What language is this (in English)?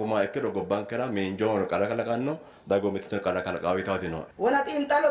Sidamo